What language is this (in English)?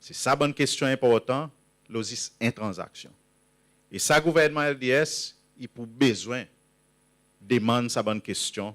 Seselwa Creole French